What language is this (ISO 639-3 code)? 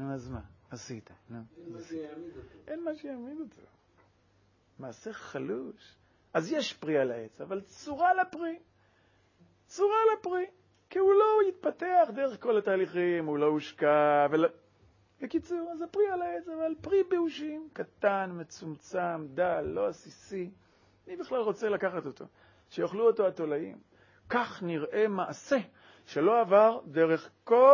heb